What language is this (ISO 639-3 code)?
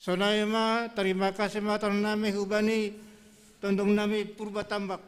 bts